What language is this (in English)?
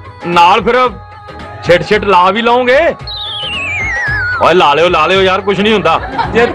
Punjabi